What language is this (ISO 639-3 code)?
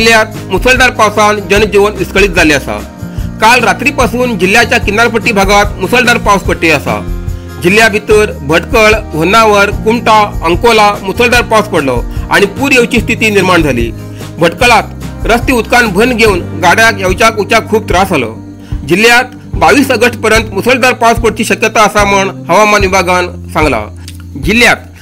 kok